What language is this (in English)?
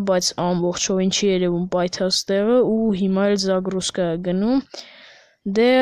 Armenian